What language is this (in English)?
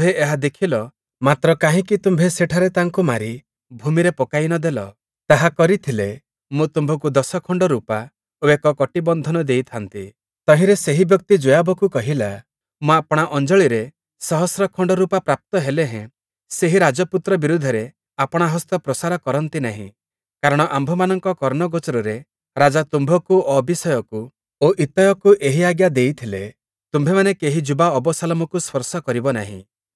Odia